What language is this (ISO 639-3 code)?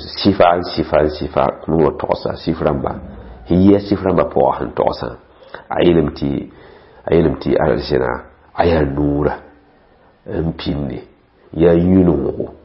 mos